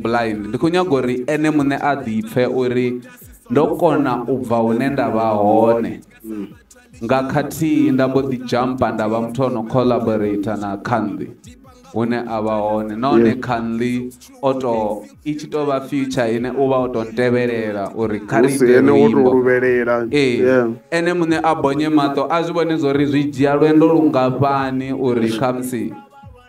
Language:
Venda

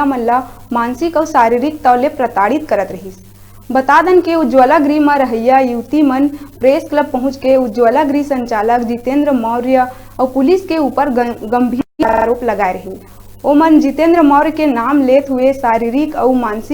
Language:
Chhattisgarhi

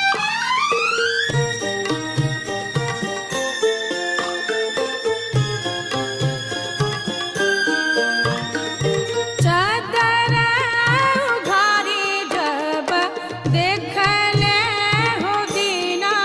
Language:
Bhojpuri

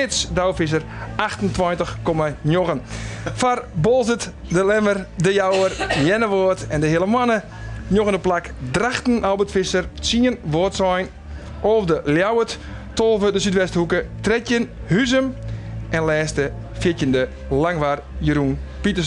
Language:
Western Frisian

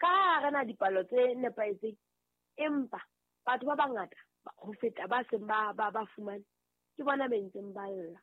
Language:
Southern Sotho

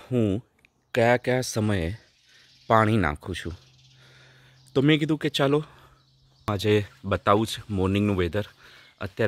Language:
Gujarati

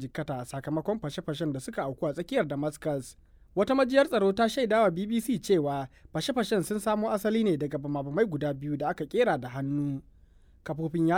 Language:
Hausa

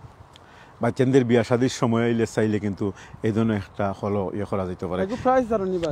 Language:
Sylheti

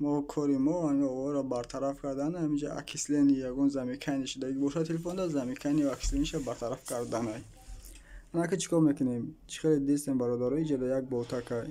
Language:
Tajik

